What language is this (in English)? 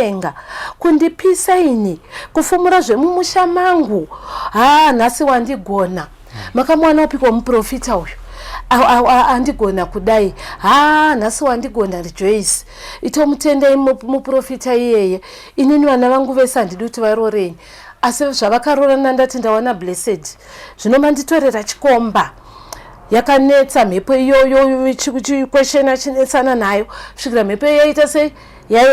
Shona